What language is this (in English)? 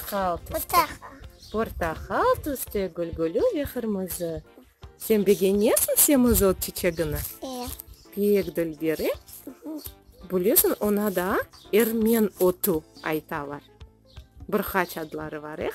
Crimean Tatar